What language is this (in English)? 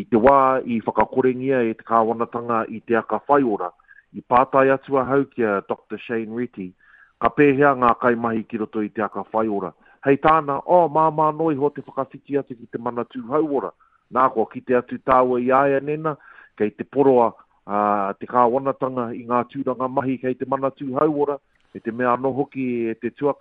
Māori